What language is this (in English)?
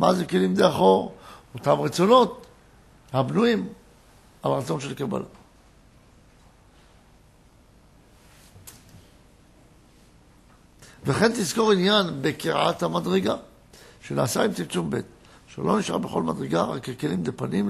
Hebrew